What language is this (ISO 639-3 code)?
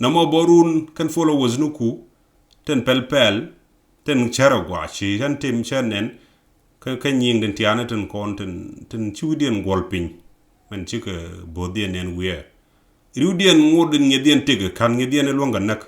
nus